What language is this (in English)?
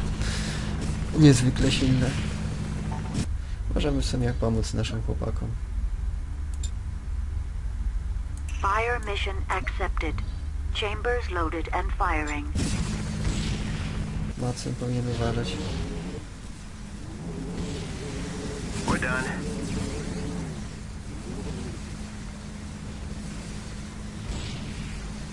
Polish